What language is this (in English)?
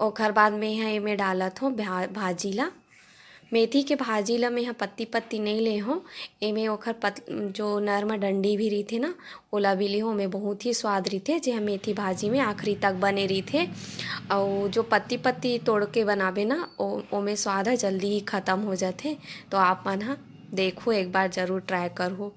Chhattisgarhi